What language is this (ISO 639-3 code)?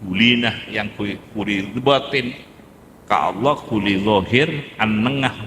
mad